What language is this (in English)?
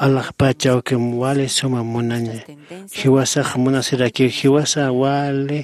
Aymara